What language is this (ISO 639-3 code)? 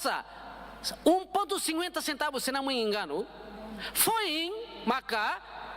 tet